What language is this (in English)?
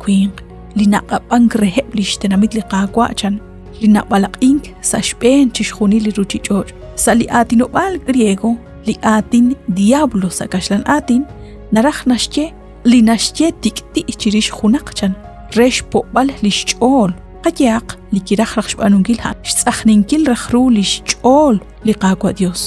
Kekchí